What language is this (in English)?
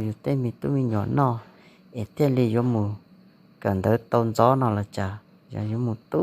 Hmong